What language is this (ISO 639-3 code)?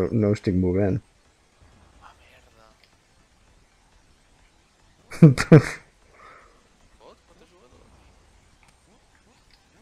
cat